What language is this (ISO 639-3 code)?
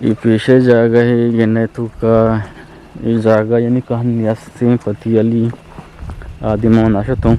bgp